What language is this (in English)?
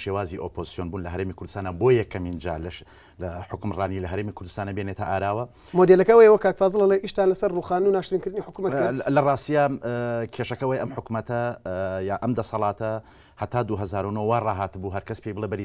Central Kurdish